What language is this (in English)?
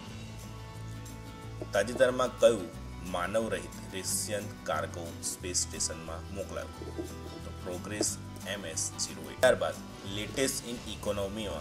Gujarati